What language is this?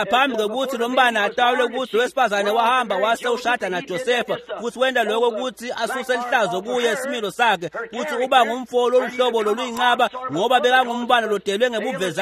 Swati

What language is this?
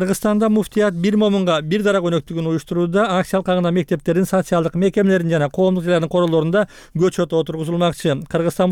Kyrgyz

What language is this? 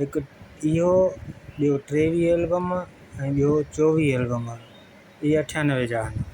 Sindhi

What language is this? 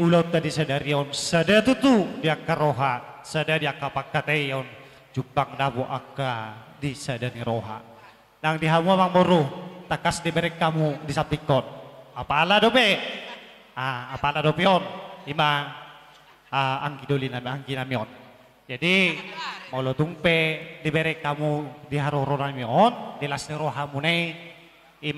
Batak Toba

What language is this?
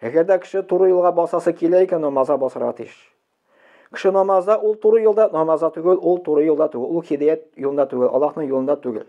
Tatar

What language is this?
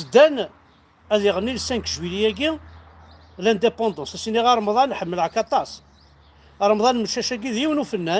Kabyle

